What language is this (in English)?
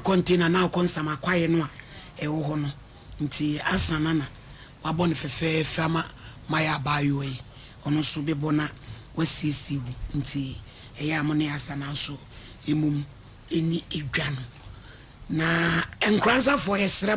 Akan